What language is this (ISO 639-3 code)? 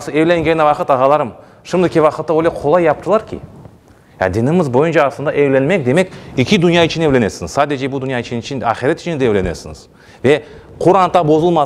crh